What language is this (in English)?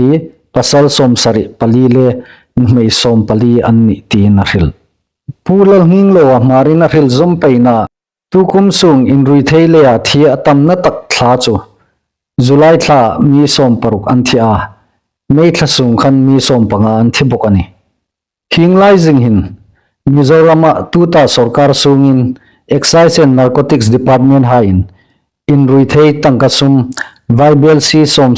Hmar